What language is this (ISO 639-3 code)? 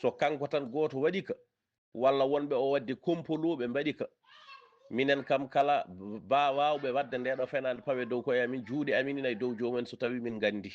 ful